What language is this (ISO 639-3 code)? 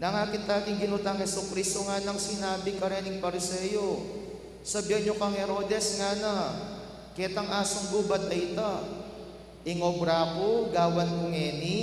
pam